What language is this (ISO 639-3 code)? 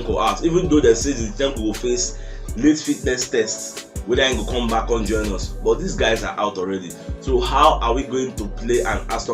pcm